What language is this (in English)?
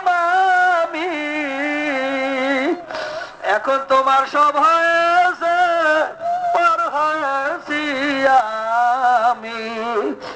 Bangla